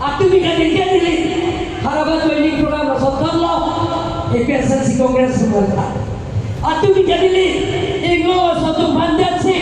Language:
Karbi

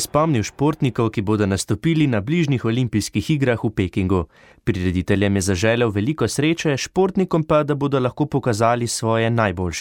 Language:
Slovenian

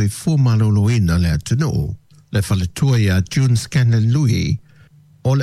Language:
Samoan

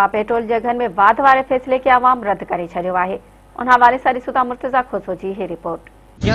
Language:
Sindhi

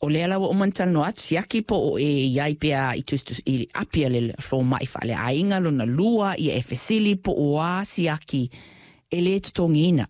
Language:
Samoan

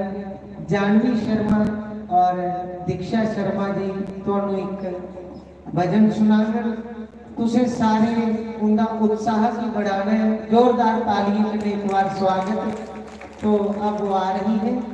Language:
Dogri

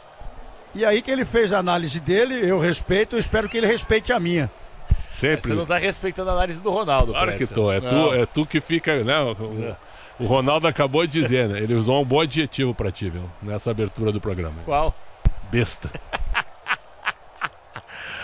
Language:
Portuguese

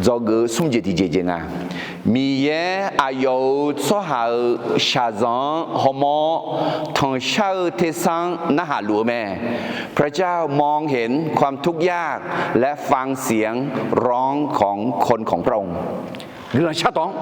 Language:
Akha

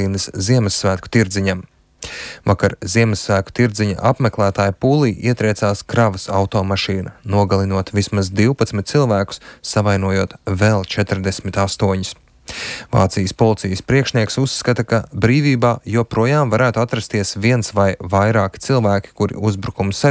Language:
Latvian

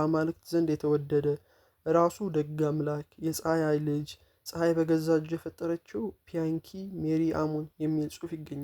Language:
Amharic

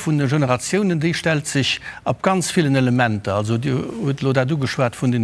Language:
Luxembourgish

